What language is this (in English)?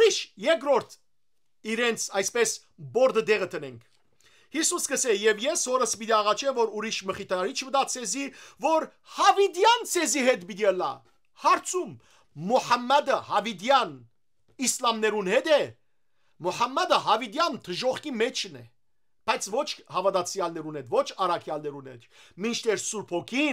Western Armenian